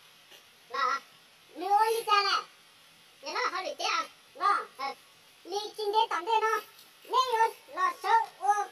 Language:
Hmong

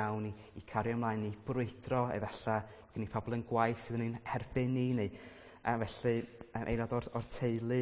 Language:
Welsh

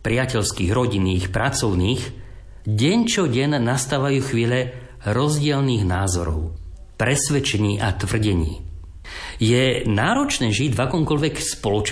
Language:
Slovak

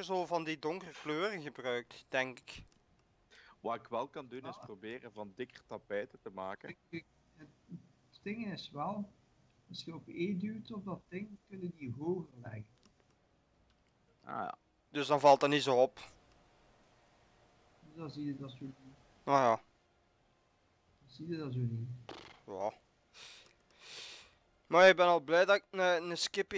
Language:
Dutch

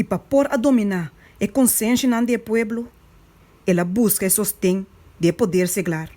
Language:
Papiamento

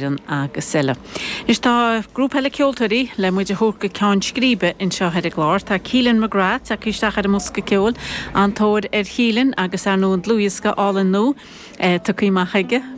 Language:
Irish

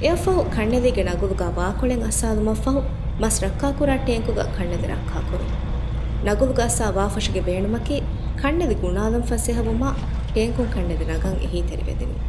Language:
Divehi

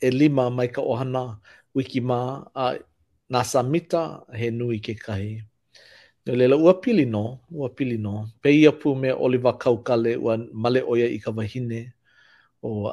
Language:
Hawaiian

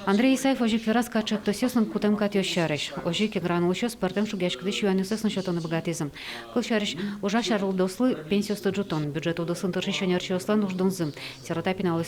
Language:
Udmurt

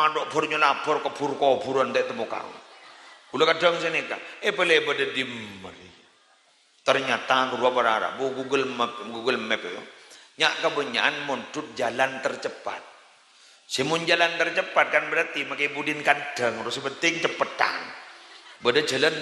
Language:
Madurese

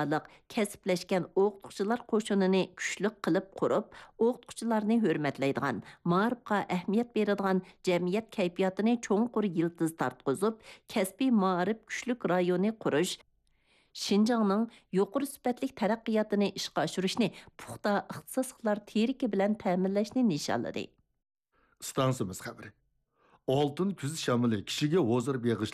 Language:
Uyghur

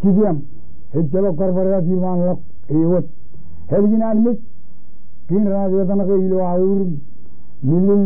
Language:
Marshallese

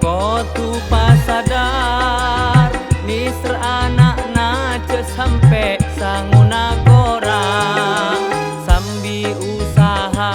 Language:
Madurese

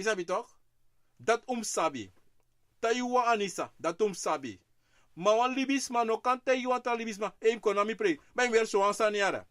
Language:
Sranan Tongo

